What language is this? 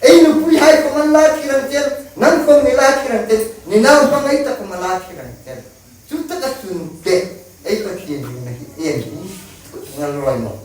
Hmar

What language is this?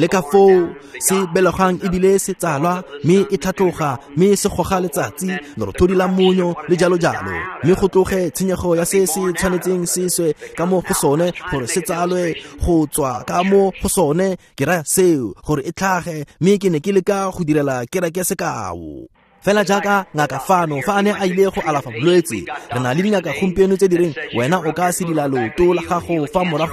Tswana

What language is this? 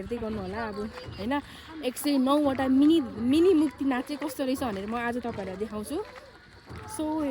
Nepali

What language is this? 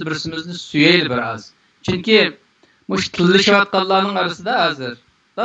Uyghur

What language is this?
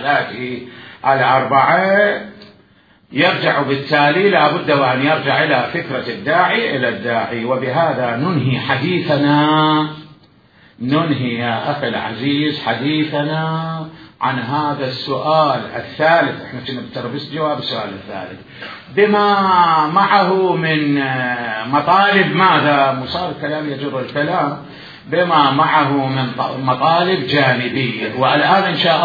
Mesopotamian Arabic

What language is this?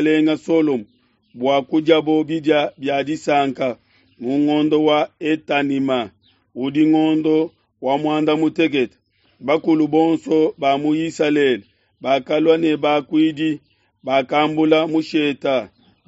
Luba-Lulua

